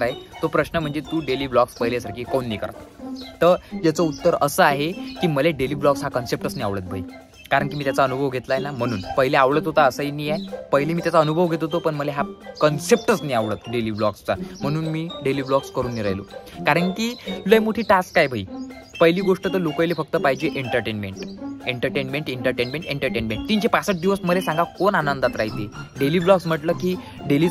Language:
Marathi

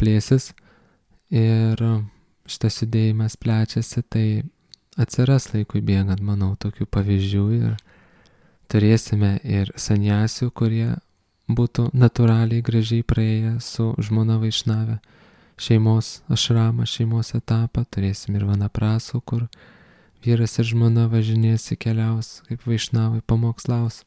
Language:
Lithuanian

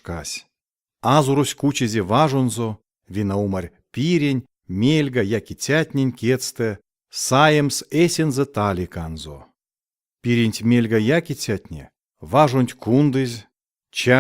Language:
Erzya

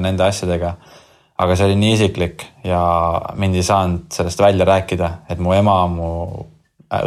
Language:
Estonian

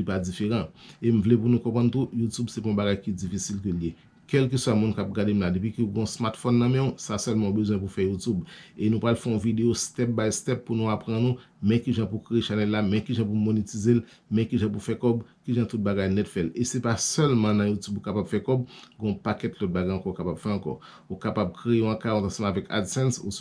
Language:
Haitian Creole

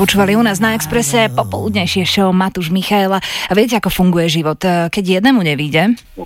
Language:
Slovak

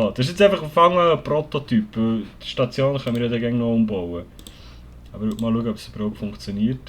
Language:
Swiss German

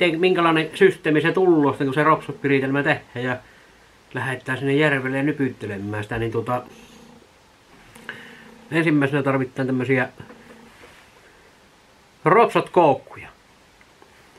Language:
Finnish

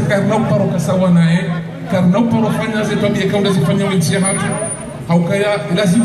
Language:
Ngazidja Comorian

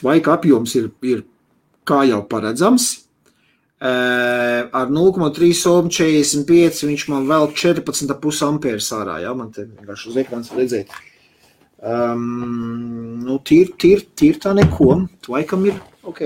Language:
Latvian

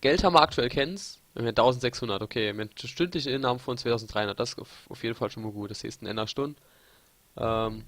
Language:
Palatine German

